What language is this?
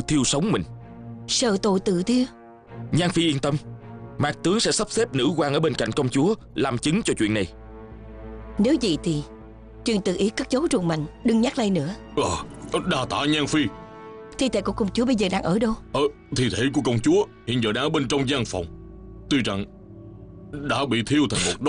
Vietnamese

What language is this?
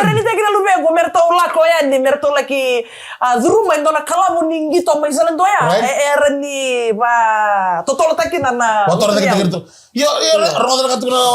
Fijian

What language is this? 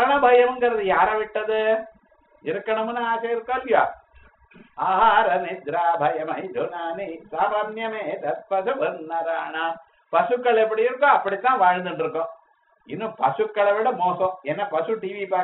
Tamil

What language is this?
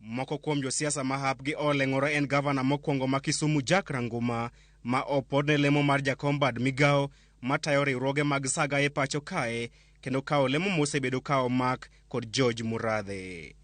Luo (Kenya and Tanzania)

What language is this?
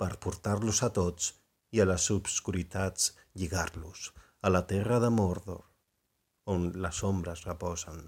Catalan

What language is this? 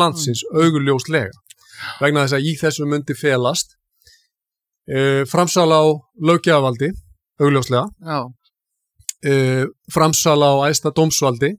Icelandic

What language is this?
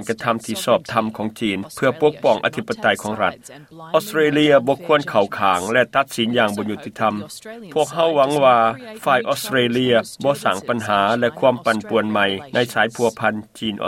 Lao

